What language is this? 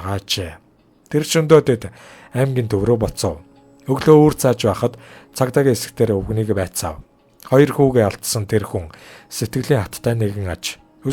Mongolian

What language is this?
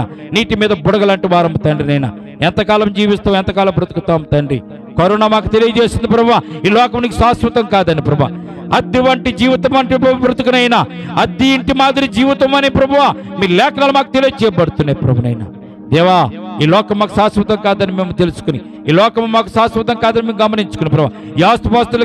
Telugu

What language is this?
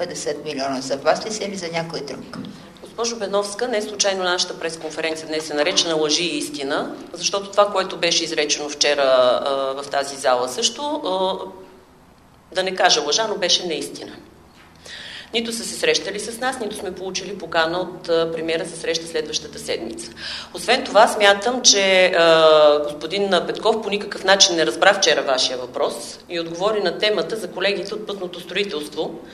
Bulgarian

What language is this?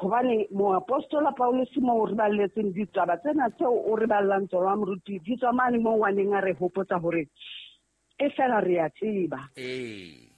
Southern Sotho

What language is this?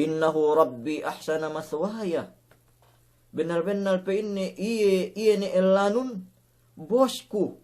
Yakan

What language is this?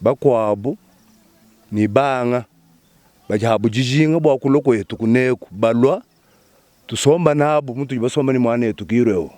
Luba-Lulua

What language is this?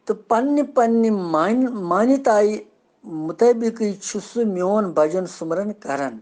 Kashmiri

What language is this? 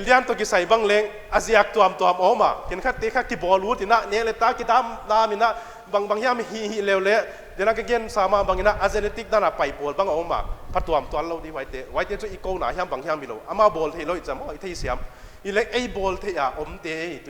Paite Chin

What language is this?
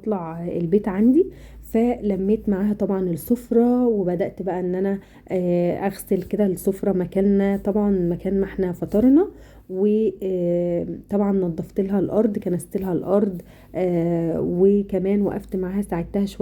Egyptian Arabic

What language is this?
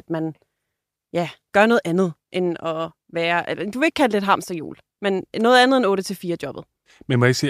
Danish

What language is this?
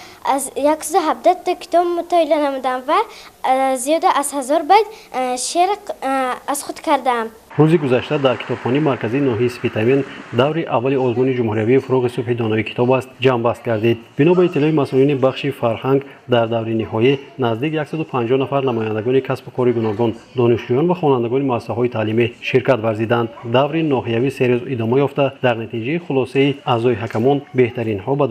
Tajik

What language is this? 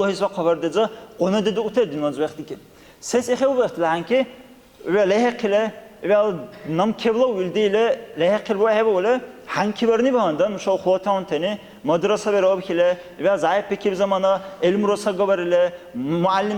Dargwa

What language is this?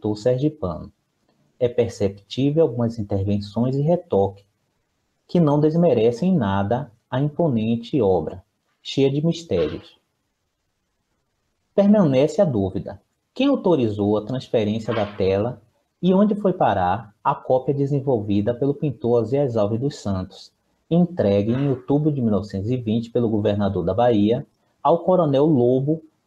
Portuguese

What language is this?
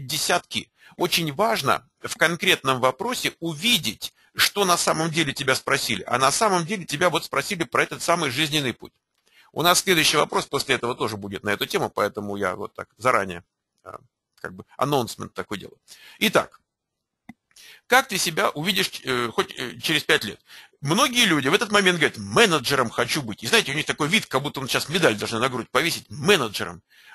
Russian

